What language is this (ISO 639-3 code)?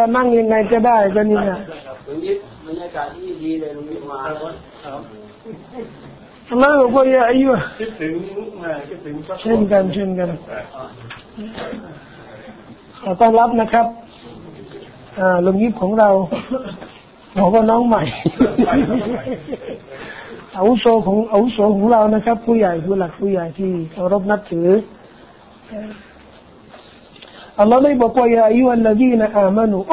tha